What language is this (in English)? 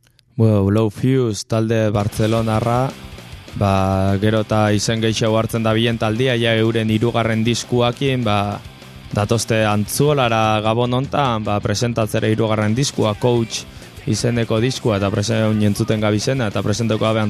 Basque